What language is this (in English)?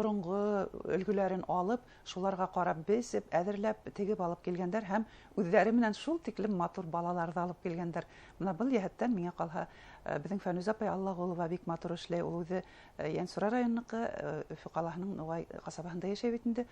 Bashkir